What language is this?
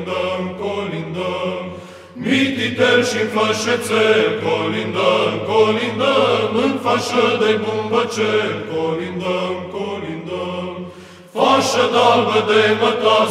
Romanian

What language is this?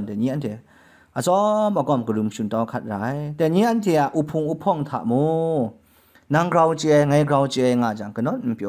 Kachin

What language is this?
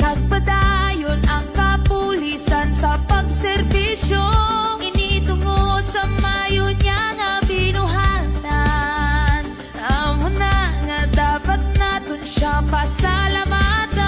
Hiligaynon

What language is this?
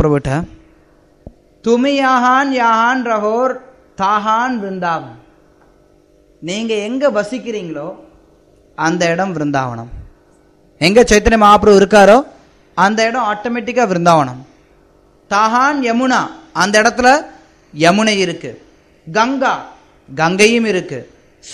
Tamil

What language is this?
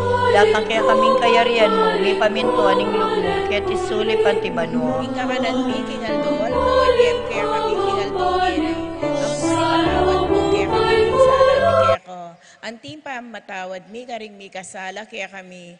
Pampanga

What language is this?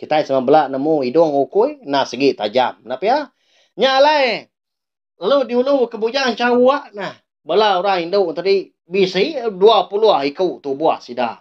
Iban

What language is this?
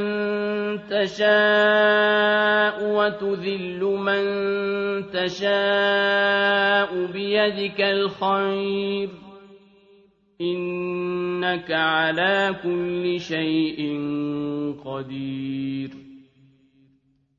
Arabic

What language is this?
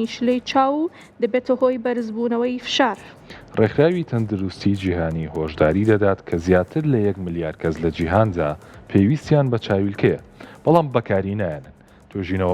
Central Kurdish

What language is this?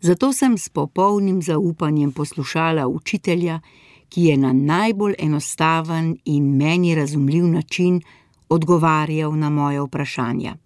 Slovenian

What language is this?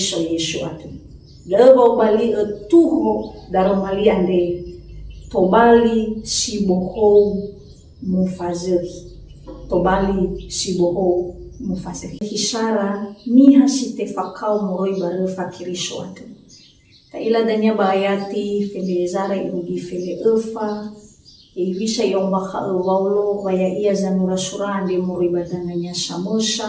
Nias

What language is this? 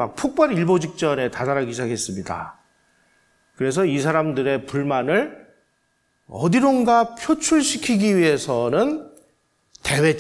Korean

